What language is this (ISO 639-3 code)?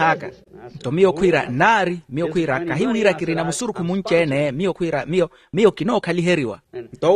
vmw